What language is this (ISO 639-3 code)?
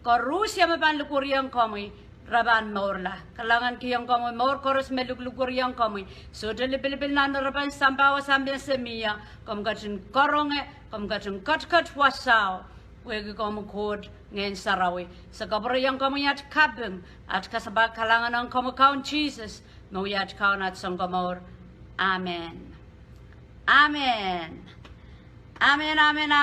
pon